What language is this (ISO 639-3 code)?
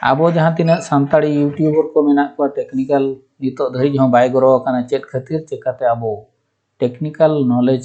sat